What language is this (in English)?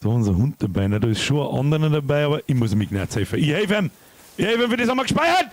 Bavarian